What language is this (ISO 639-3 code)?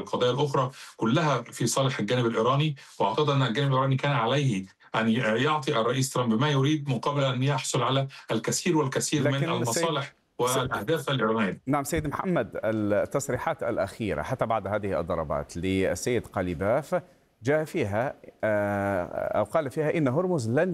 ara